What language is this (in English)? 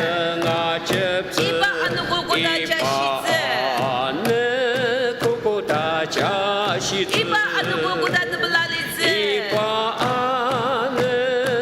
Ao Naga